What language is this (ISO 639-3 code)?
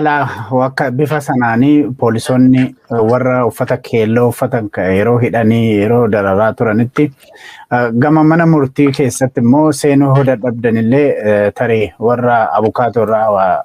orm